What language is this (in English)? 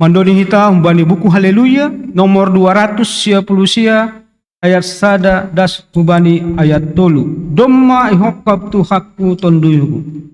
Batak Simalungun